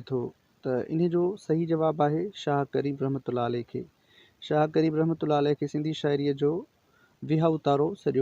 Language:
Sindhi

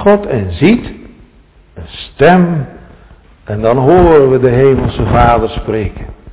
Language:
Dutch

